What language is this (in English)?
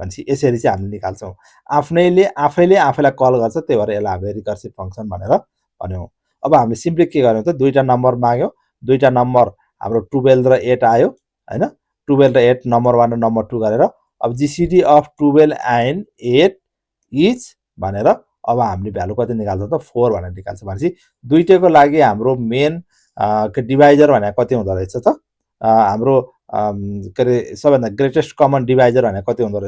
Nepali